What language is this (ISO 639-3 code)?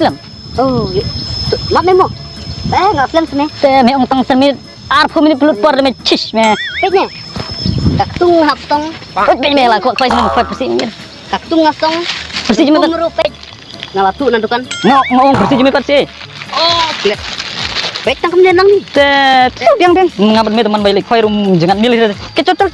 kha